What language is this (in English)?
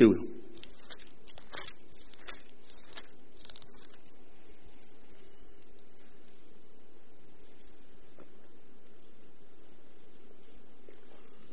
Afrikaans